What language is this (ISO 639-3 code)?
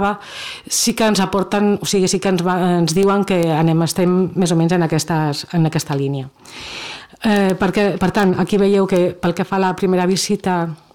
cat